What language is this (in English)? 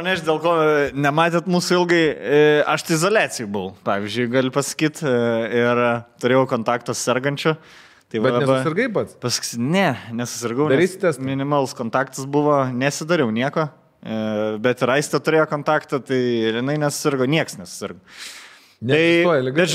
Lithuanian